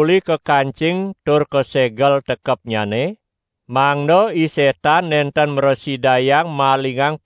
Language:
Balinese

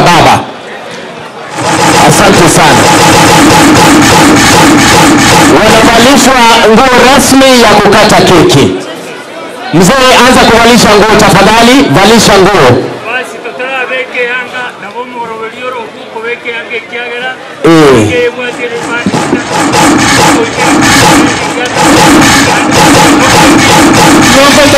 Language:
Swahili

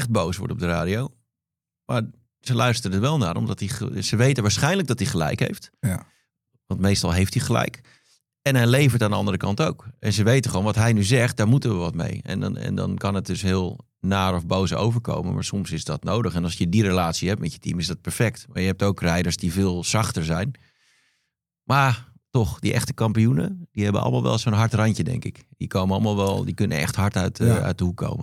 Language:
Dutch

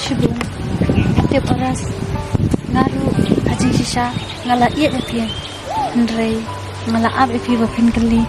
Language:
Khasi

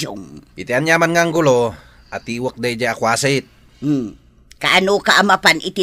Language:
Iloko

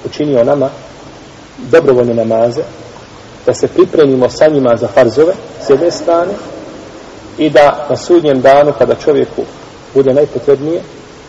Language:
Bosnian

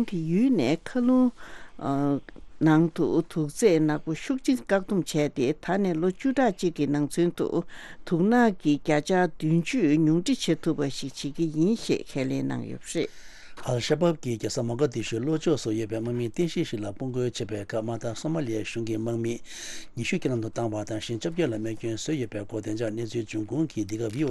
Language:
Tibetan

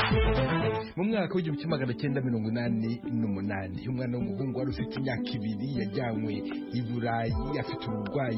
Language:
Kinyarwanda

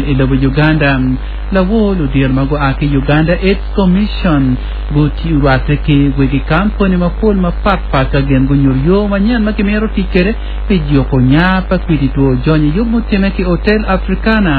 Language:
Acoli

